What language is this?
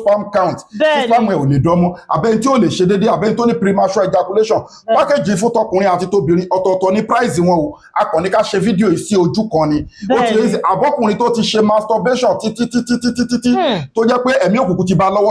Yoruba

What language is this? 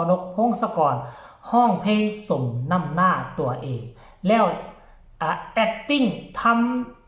Northeastern Thai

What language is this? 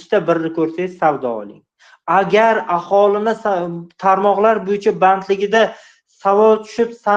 Uzbek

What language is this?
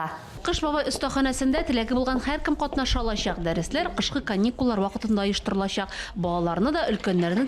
Tatar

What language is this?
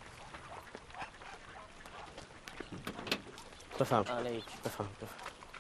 Persian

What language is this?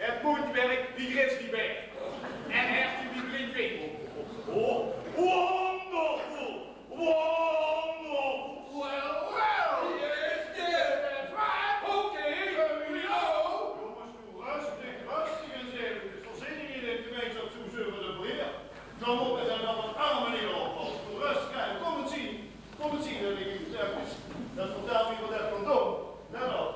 Limburgish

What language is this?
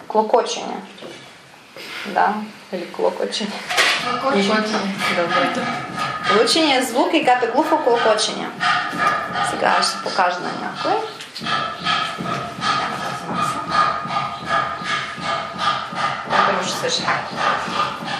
Bulgarian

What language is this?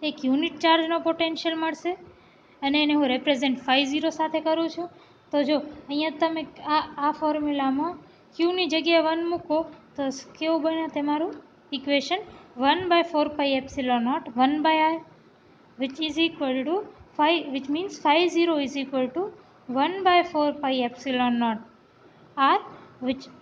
Gujarati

